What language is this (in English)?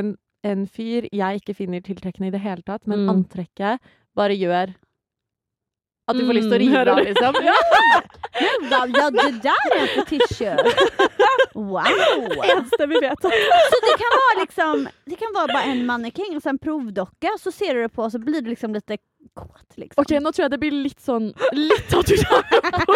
Norwegian